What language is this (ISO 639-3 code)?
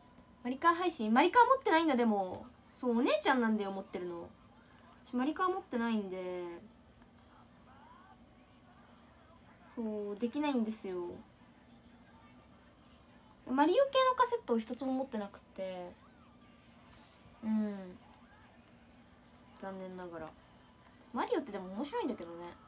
jpn